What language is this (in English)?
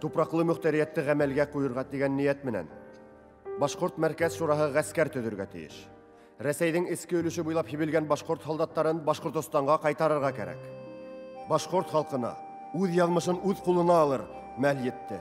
Bashkir